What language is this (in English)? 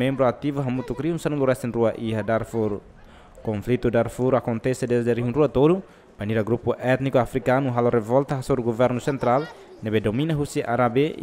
Tetum